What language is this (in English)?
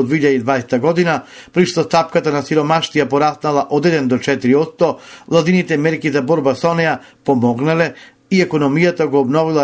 Macedonian